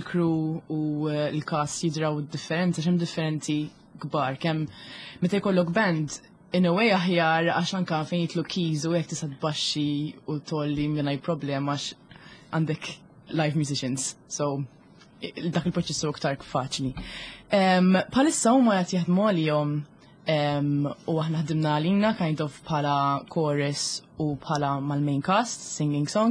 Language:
Maltese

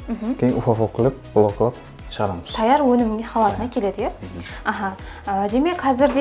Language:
Kara-Kalpak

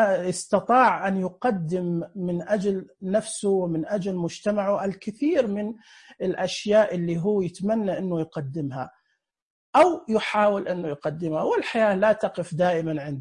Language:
Najdi Arabic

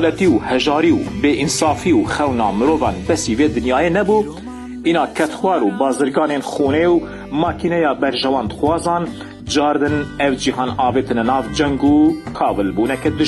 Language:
Kurdish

